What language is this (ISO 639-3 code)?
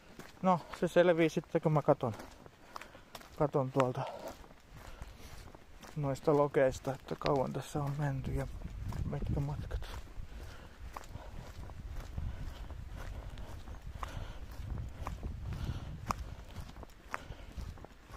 fin